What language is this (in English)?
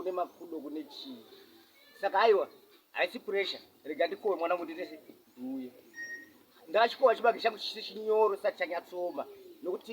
Shona